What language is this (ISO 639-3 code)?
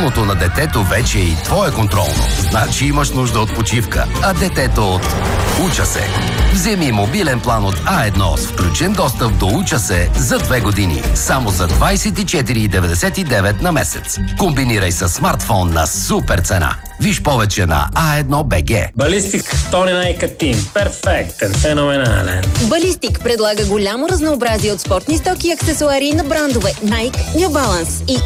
bul